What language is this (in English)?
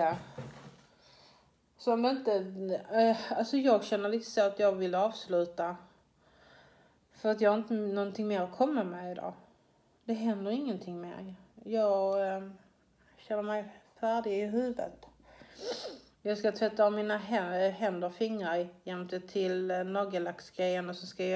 Swedish